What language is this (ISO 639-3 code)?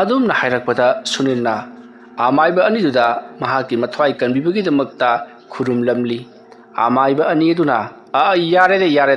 mni